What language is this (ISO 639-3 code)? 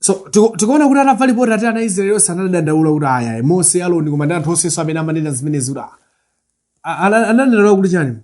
nya